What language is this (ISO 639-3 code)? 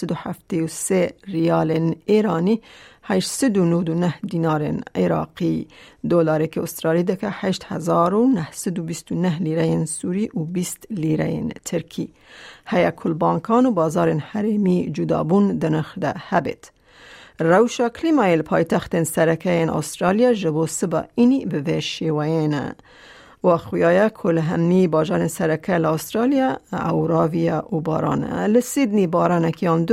kur